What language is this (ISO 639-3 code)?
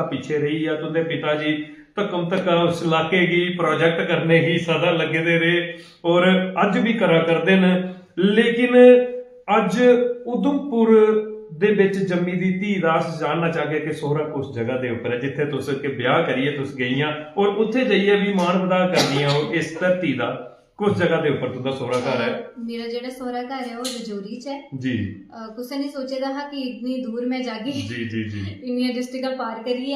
doi